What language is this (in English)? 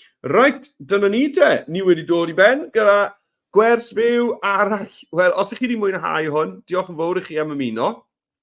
Welsh